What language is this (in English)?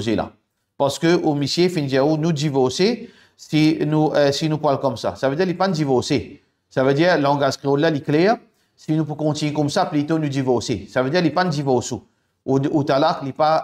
Morisyen